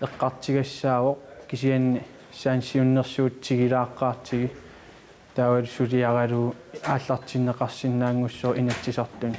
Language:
Kalaallisut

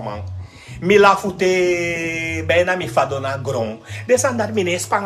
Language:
Sranan Tongo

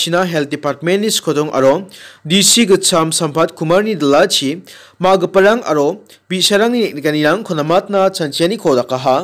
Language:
Garo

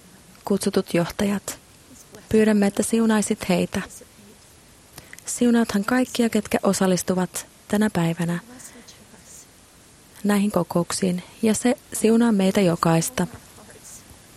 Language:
Finnish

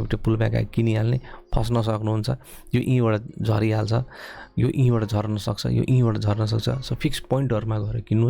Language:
Nepali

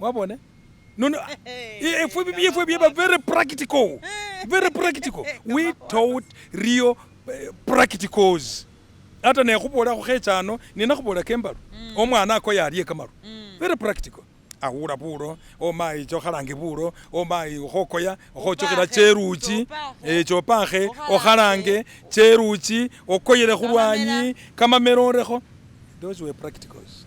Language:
Masaaba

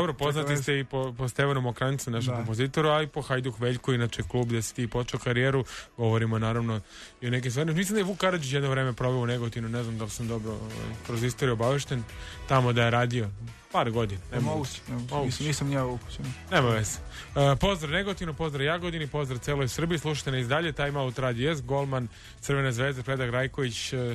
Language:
Serbian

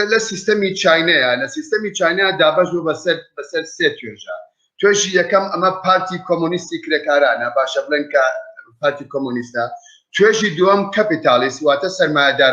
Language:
Central Kurdish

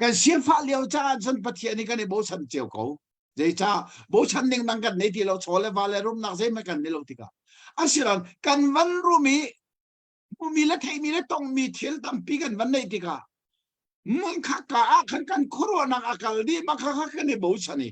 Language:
Hakha Chin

